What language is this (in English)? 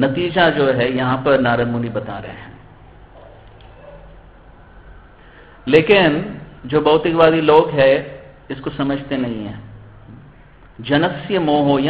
Hindi